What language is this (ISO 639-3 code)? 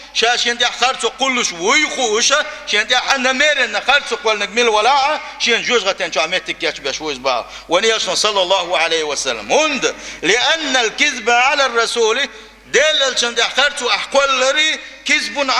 che